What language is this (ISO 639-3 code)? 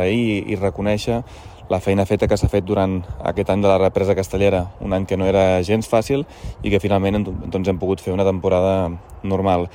cat